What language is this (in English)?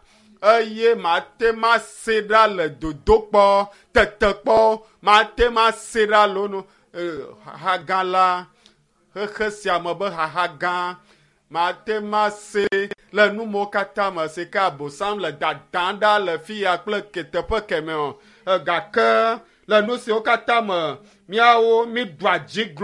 Ewe